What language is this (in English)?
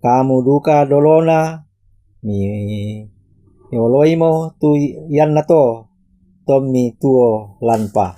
Toraja-Sa'dan